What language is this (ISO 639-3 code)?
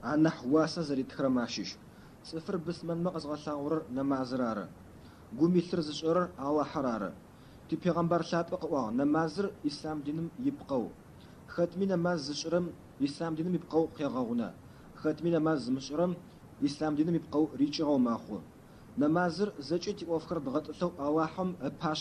ady